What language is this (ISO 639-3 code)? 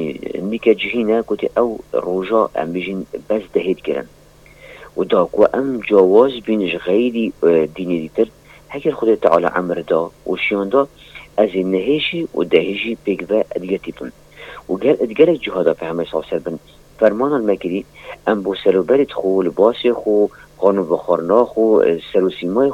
kur